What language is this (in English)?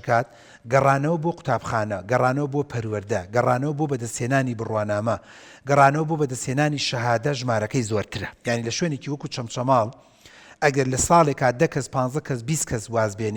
Central Kurdish